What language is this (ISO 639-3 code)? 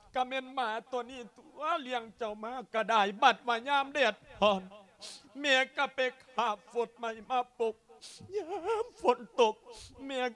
lao